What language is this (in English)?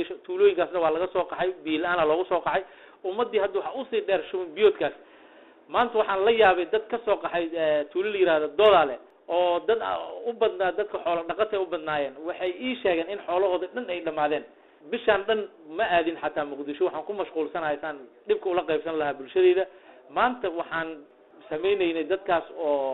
Somali